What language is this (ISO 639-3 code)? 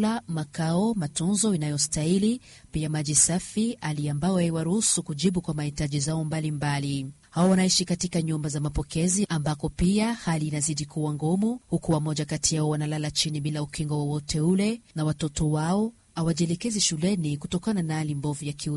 swa